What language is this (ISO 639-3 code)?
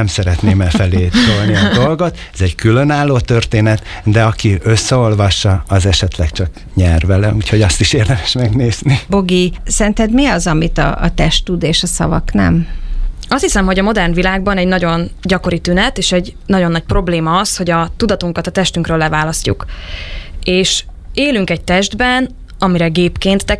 hun